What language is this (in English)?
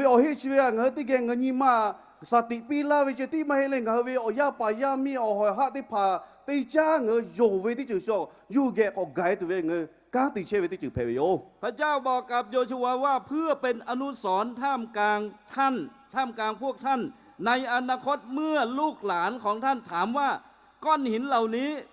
Lahu